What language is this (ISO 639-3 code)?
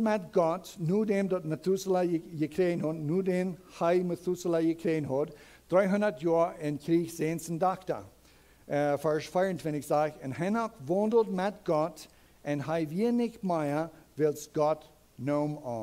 pdt